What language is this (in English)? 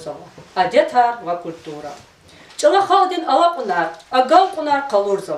Lezghian